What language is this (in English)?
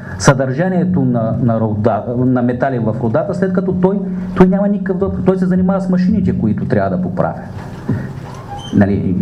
Bulgarian